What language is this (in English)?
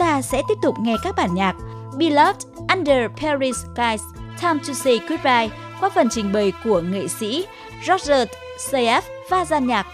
Vietnamese